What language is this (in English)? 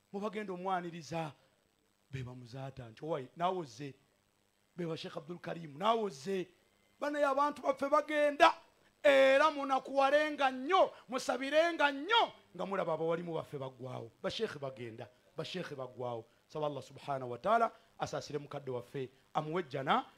Ganda